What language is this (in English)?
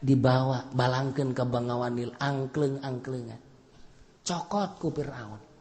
Sundanese